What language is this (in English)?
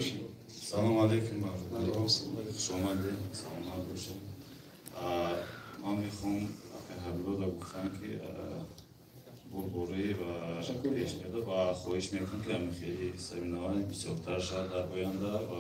Tajik